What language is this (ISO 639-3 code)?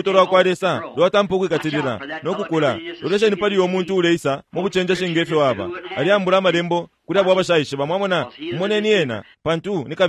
bem